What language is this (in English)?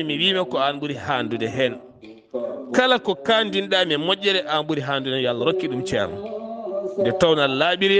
Fula